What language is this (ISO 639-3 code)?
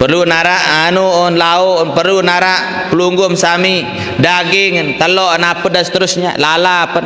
sas